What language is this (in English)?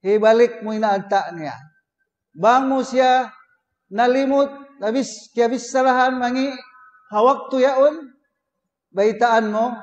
Tausug